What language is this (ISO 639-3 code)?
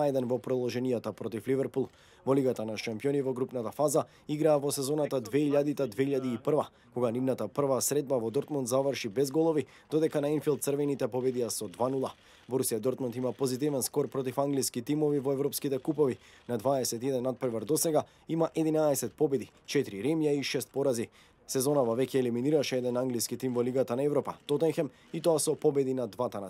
mkd